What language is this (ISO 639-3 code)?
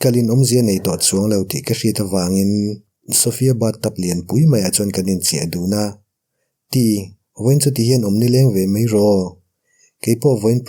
lus